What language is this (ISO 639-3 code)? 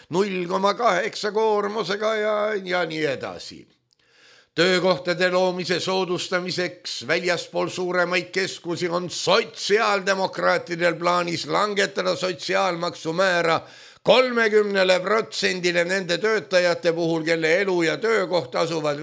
est